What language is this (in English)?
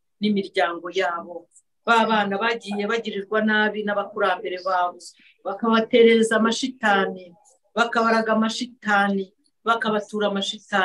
Kinyarwanda